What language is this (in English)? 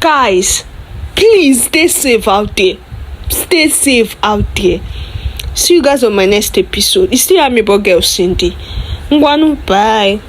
Nigerian Pidgin